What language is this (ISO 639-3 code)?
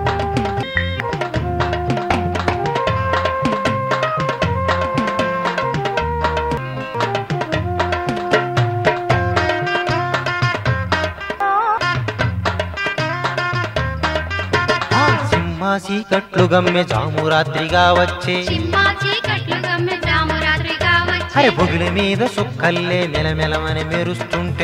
tel